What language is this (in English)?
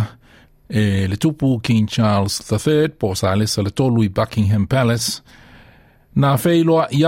Samoan